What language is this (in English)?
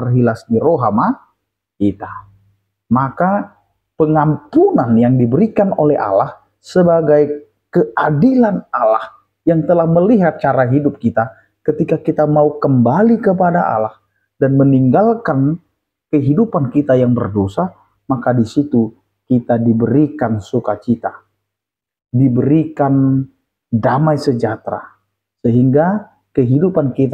Batak Toba